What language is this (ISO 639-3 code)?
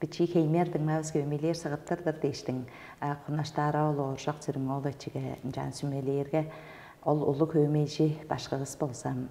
tyv